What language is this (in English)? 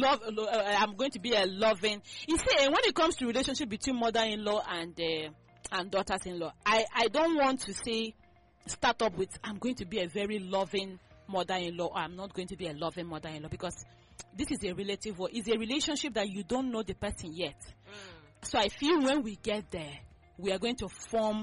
English